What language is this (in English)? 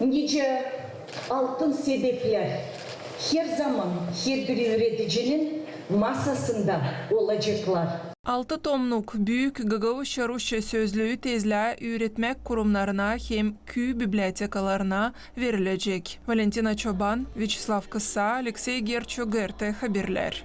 Gagauz